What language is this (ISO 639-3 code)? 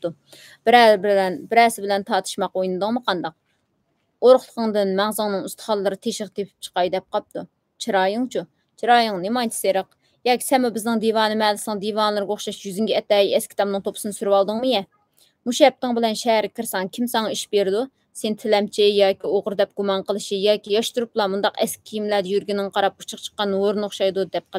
uig